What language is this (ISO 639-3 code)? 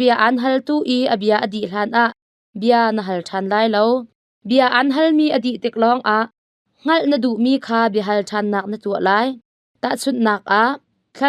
cnh